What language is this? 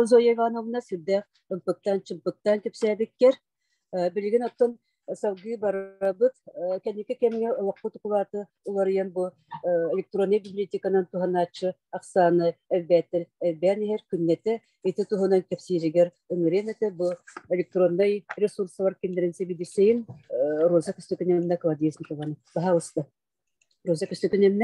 Yakut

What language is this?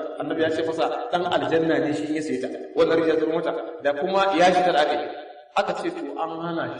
Hausa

